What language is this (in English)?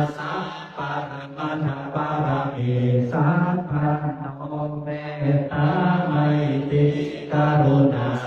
Pali